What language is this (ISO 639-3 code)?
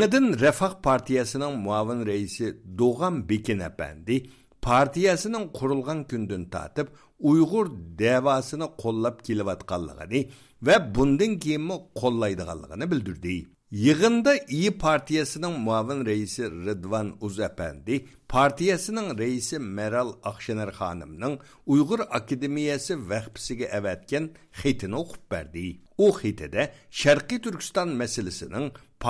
uig